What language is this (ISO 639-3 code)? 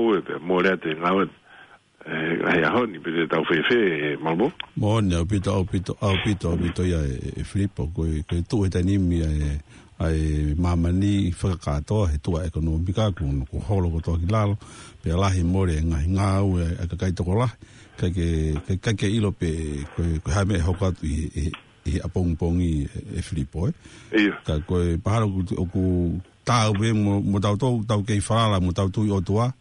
ton